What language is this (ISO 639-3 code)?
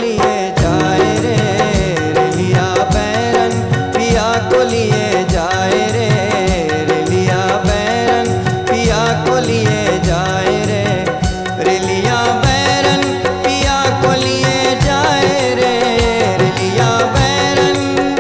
bho